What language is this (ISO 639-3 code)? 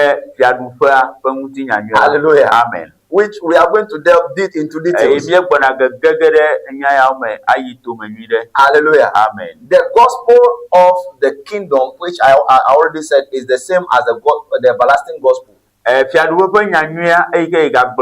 ewe